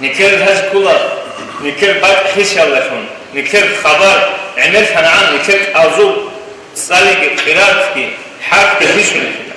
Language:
Avaric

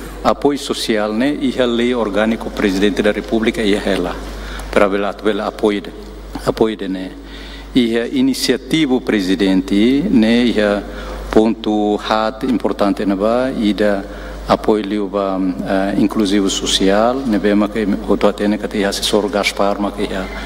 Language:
Tetum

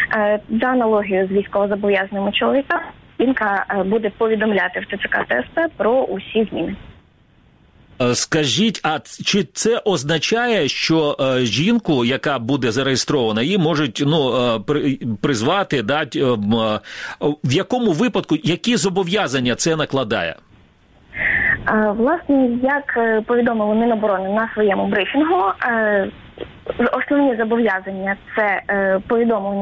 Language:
Ukrainian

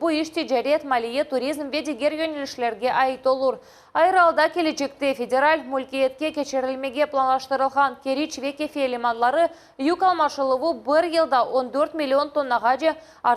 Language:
Crimean Tatar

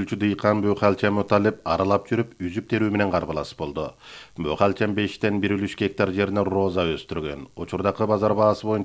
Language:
Kyrgyz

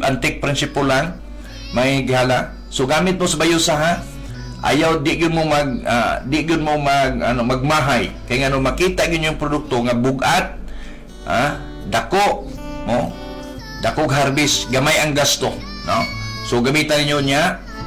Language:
Cebuano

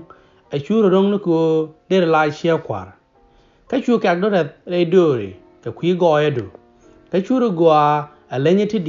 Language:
Nuer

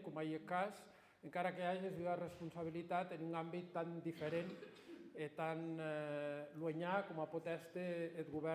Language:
Occitan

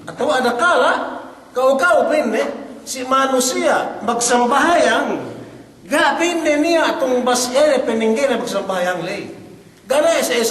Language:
Yakan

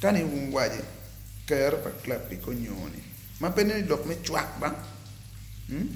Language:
Acoli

